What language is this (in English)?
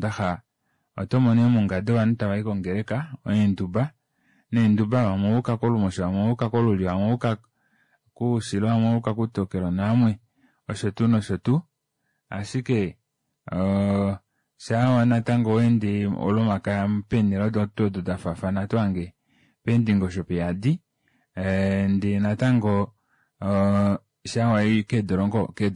Kuanyama